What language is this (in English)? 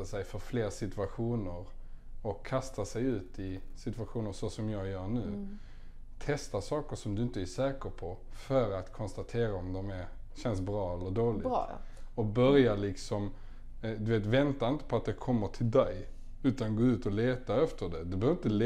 Swedish